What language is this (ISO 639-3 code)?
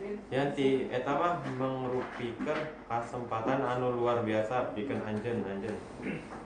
sun